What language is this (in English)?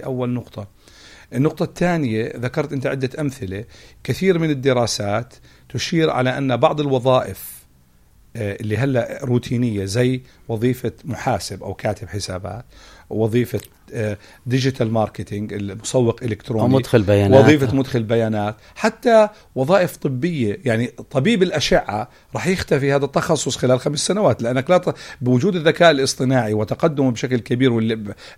North Levantine Arabic